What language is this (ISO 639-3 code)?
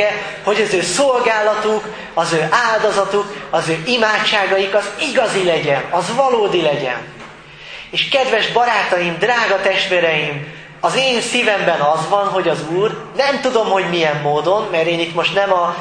hun